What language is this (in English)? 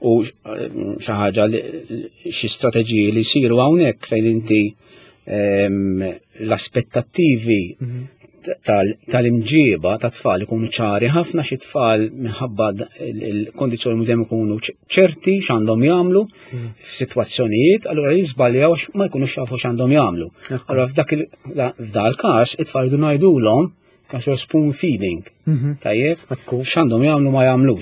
Maltese